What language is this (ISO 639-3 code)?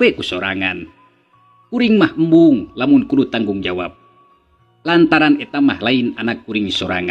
sun